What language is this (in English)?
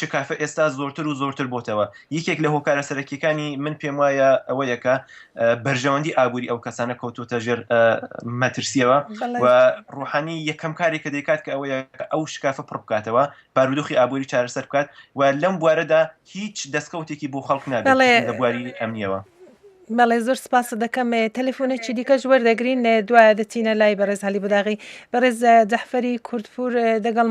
Central Kurdish